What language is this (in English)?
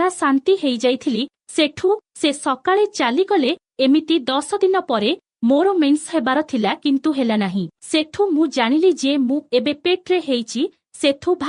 Odia